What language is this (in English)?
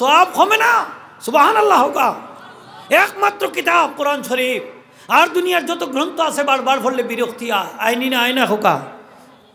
Sylheti